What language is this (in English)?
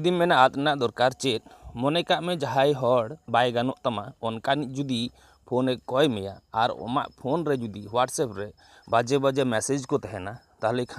Santali